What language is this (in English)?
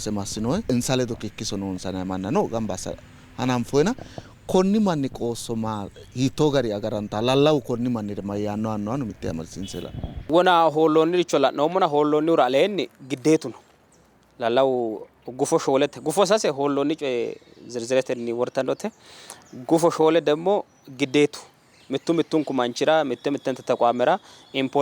Sidamo